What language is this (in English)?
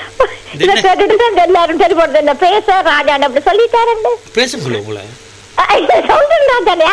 Tamil